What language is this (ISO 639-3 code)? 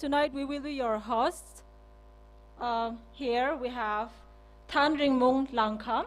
nmf